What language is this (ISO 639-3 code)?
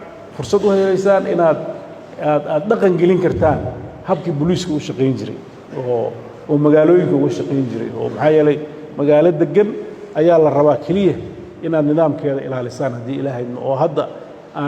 som